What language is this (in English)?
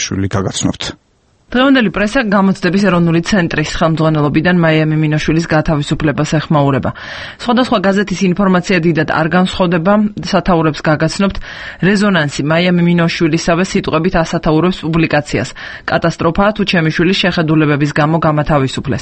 Georgian